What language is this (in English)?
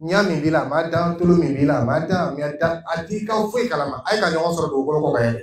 Dyula